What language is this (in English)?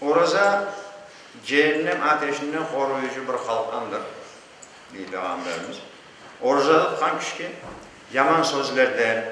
Crimean Tatar